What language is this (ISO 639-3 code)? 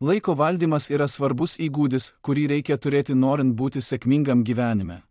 lit